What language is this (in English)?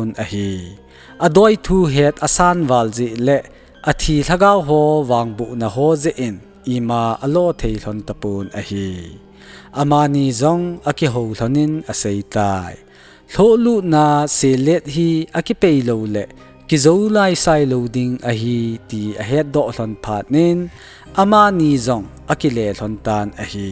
Thado Chin